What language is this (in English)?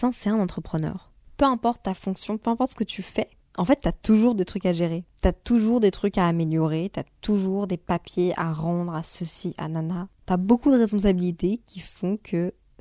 French